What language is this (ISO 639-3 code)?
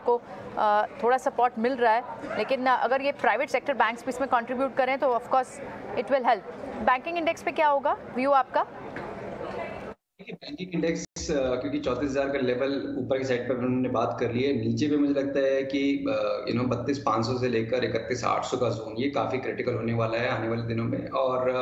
hin